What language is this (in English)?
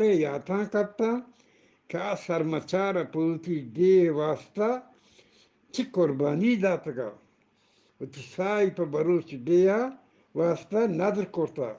Eastern Balochi